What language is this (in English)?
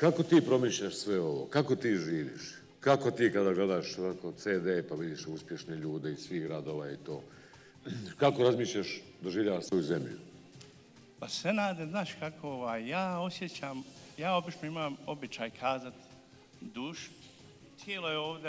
Bosnian